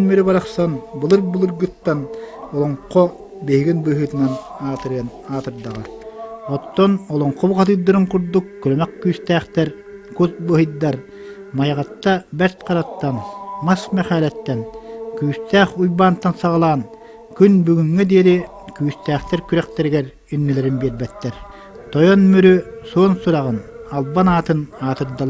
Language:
Yakut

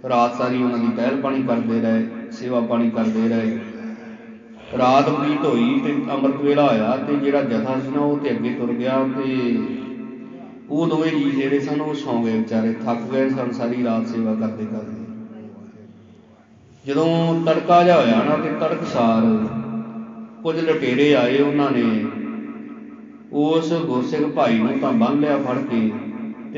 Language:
Punjabi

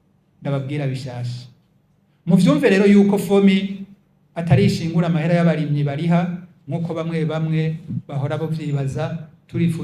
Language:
Rundi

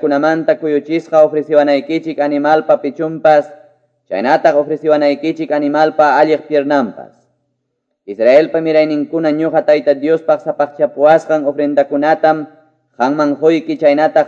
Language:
Quechua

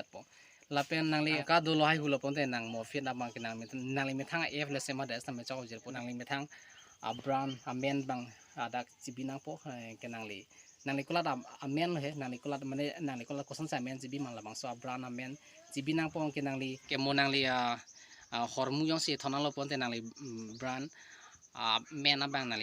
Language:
Karbi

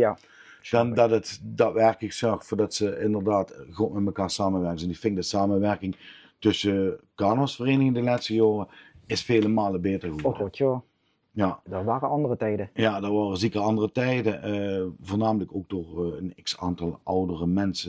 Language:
Limburgish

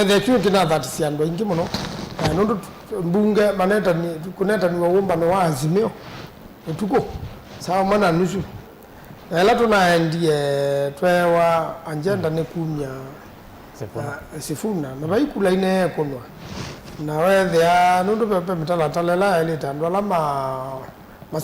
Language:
Kamba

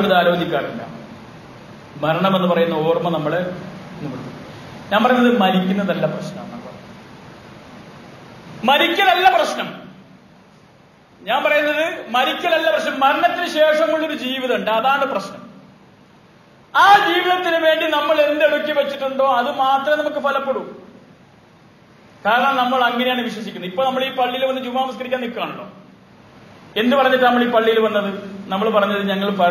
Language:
Malayalam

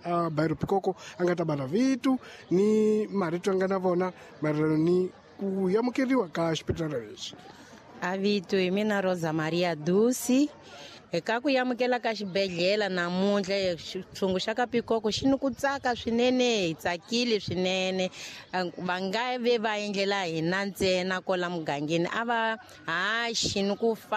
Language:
Tsonga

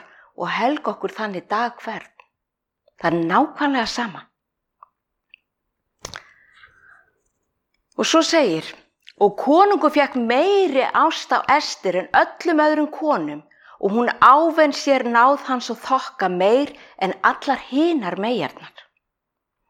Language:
Icelandic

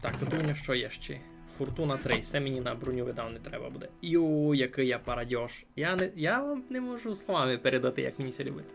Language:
Rusyn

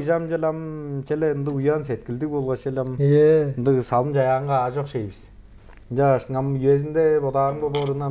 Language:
Tuvinian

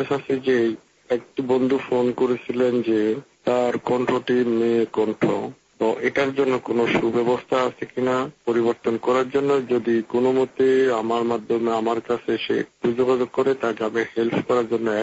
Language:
Bangla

